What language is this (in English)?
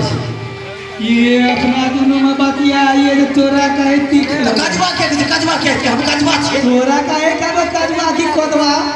Maithili